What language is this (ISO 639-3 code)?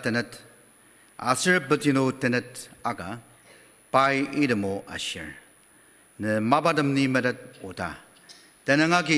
njo